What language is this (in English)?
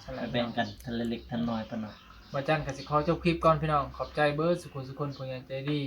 Northeastern Thai